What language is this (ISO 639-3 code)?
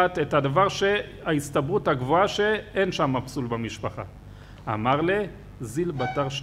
heb